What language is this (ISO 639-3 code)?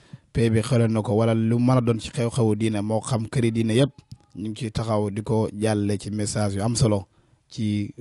wol